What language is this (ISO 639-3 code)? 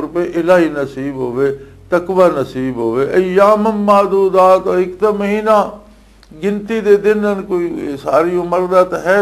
lah